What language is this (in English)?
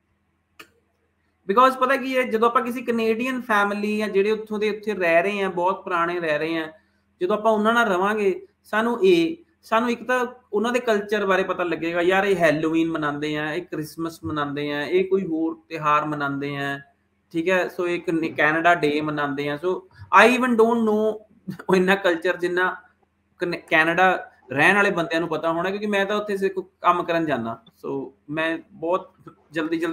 Punjabi